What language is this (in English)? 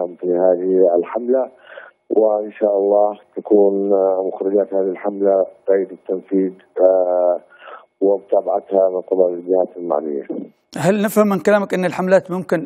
Arabic